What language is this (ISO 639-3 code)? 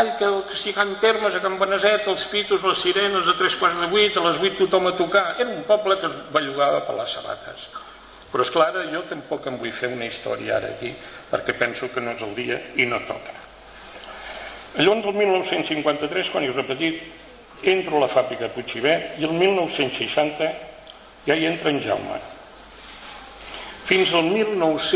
cat